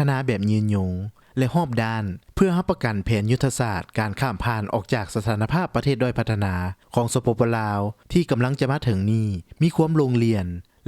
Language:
Lao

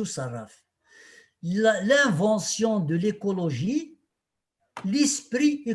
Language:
Kabyle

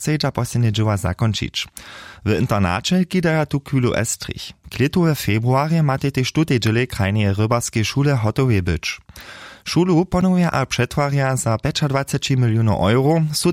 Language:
Upper Sorbian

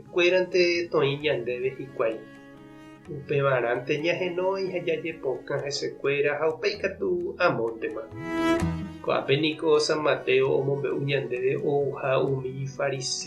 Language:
Guarani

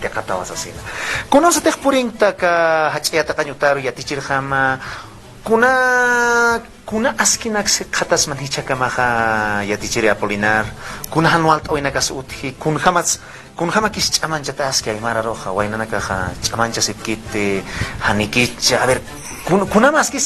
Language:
Aymara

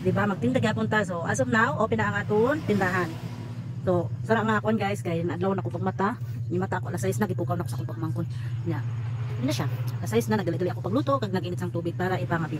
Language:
Cebuano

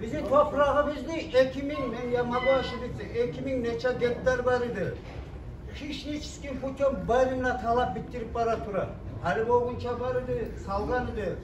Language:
Kumyk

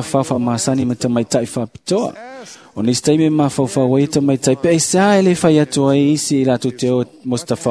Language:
Samoan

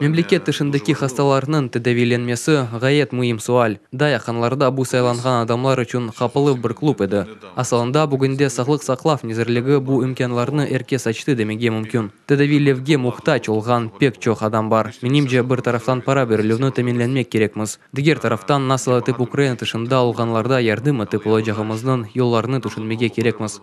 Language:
Crimean Tatar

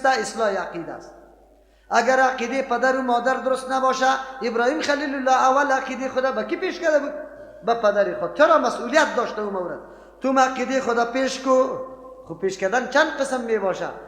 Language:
Persian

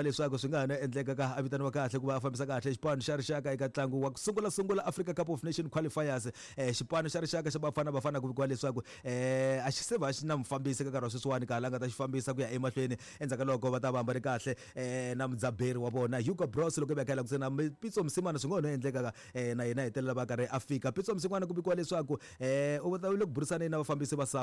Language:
Tsonga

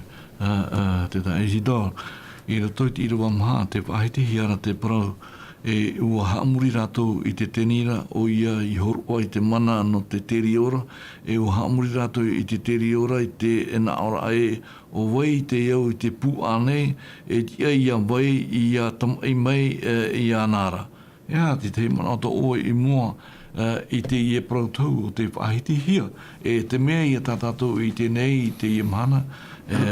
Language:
Tahitian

